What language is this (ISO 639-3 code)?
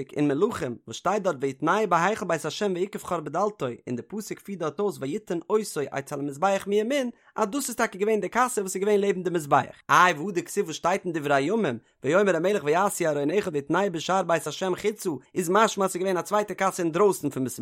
yid